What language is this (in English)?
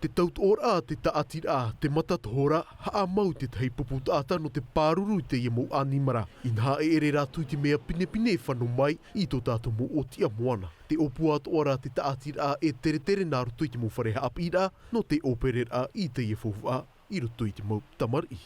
Tahitian